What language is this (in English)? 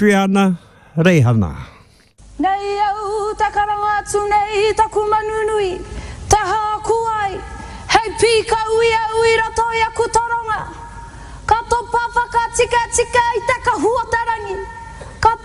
Māori